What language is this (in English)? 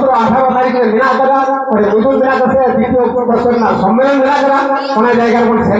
Santali